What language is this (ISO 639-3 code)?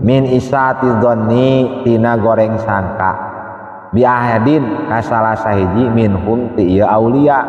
sun